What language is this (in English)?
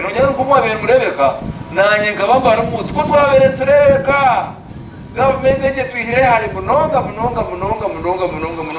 Nyankole